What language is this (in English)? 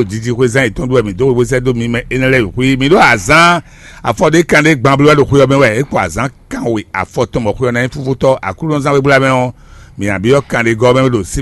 Fon